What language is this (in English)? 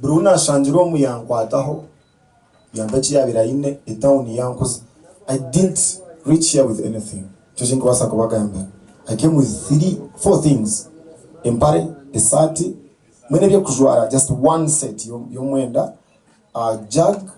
Nyankole